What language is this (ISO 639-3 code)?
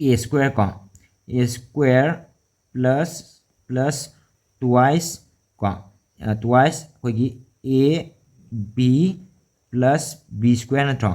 mni